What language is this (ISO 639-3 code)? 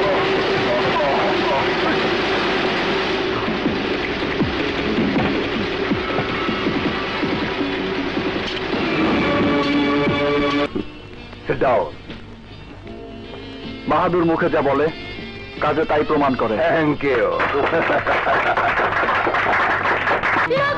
ben